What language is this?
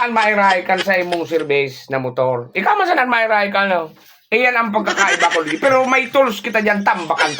Bikol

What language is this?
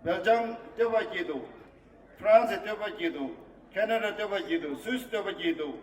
Tibetan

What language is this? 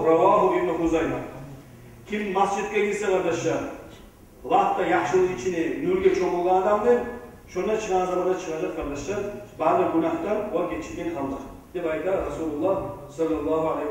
Kumyk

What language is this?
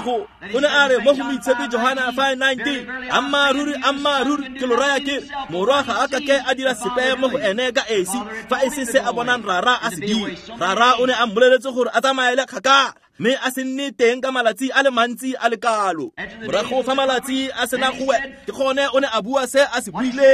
Tswana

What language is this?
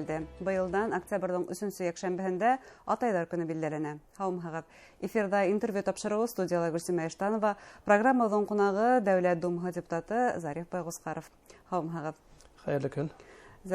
Bashkir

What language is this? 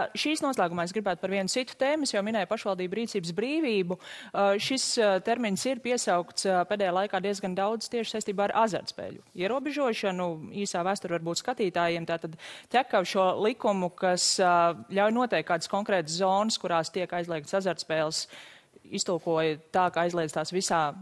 Latvian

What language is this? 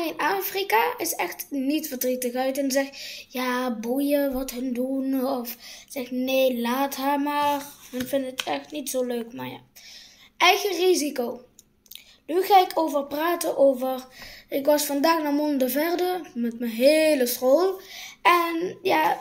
Dutch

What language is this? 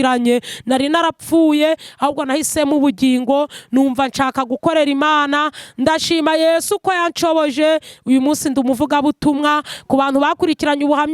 Kinyarwanda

